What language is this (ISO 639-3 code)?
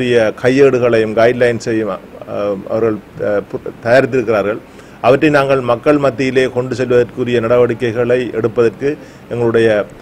tam